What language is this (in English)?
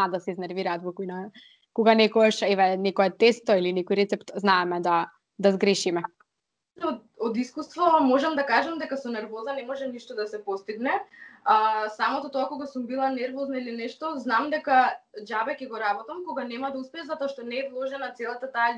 Macedonian